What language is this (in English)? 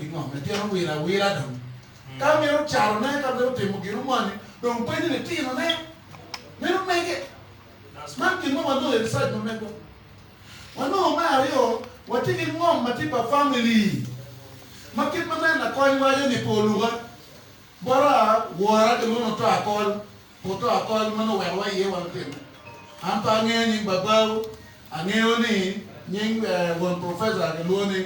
Acoli